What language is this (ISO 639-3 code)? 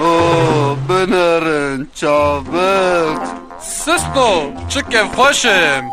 kur